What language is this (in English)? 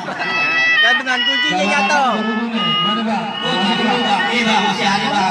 Betawi